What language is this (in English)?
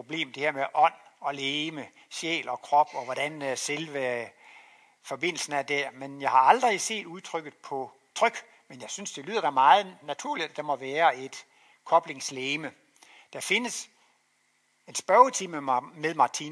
Danish